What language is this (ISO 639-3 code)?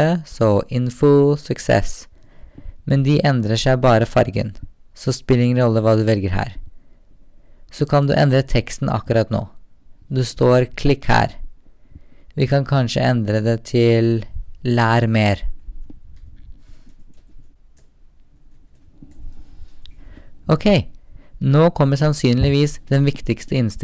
nor